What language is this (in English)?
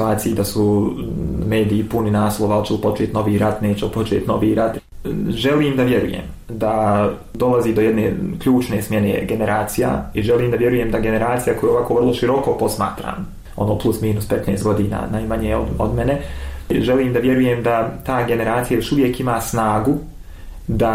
Bosnian